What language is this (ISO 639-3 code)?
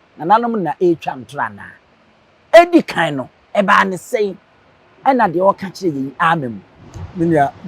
aka